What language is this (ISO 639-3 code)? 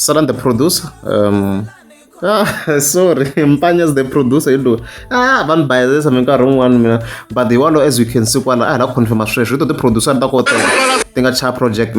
tso